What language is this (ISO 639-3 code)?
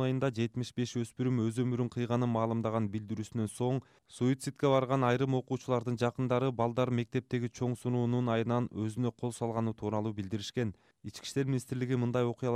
kir